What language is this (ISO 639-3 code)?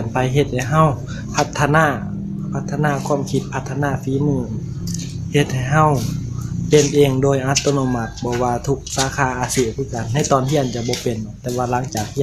lao